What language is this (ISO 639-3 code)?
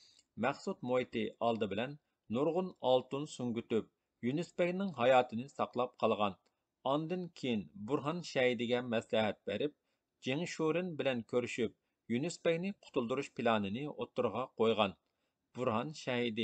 uig